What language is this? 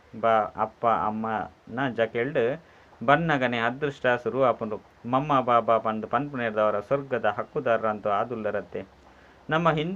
Tulu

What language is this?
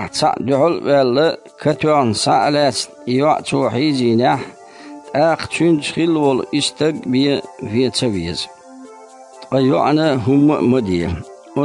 Chechen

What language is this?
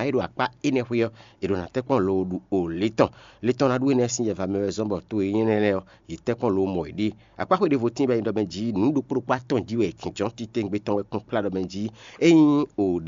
Fon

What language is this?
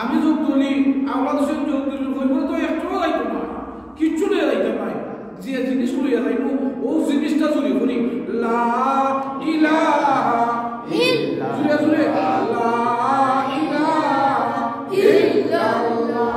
Sylheti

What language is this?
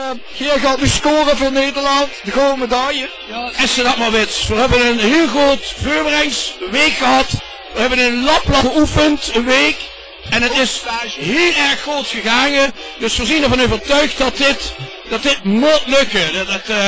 Limburgish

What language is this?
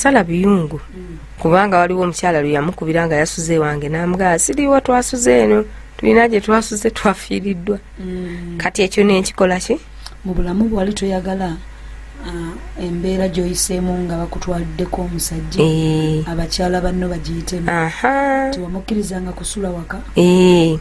Ganda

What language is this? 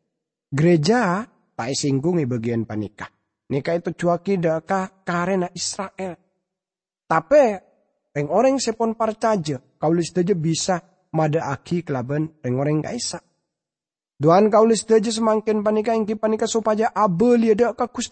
Madurese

